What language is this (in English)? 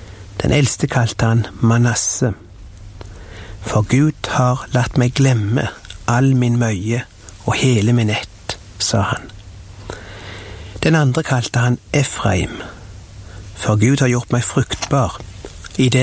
Norwegian